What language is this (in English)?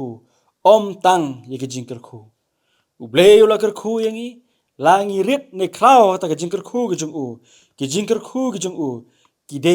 Khasi